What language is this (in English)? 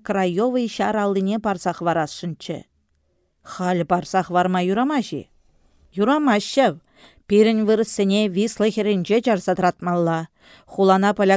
Chuvash